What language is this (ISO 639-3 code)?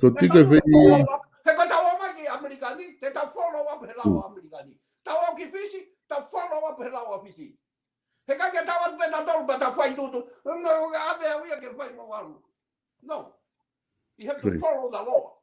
ton